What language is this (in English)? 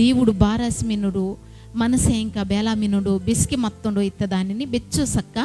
Koya